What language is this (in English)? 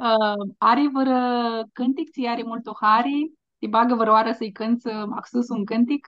Aromanian